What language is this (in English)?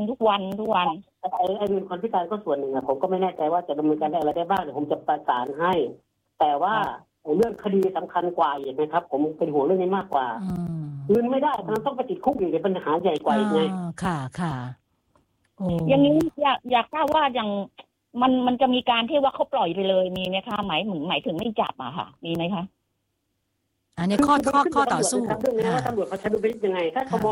Thai